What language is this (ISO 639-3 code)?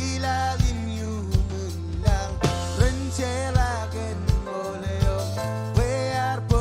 mah